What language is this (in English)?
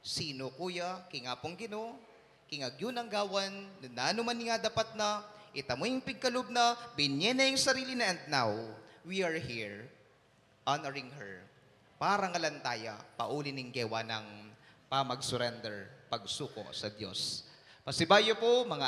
Pampanga